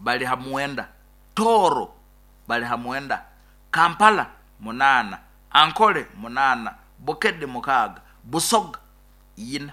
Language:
Nyoro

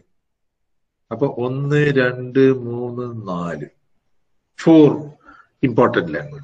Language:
Malayalam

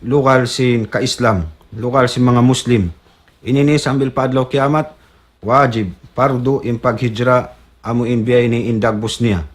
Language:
Tausug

